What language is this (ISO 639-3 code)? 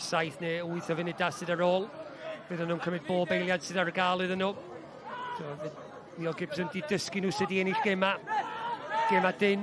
cym